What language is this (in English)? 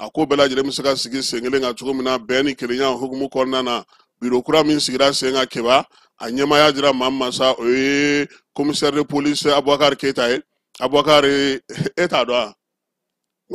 Bambara